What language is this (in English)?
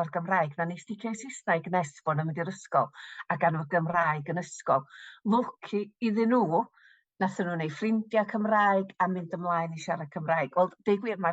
Welsh